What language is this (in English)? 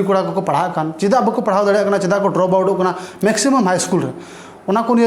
Santali